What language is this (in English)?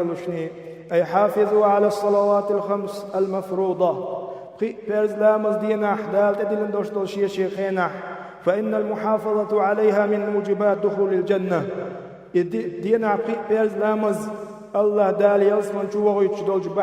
Chechen